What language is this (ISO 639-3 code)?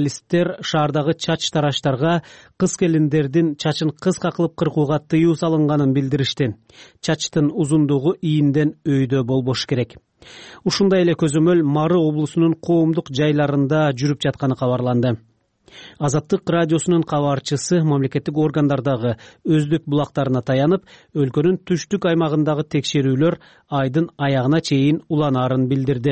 kir